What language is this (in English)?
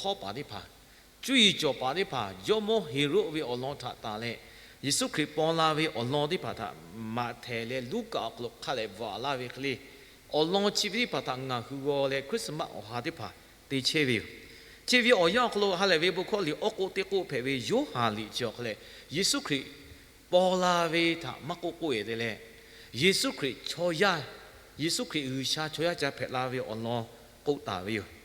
Lahu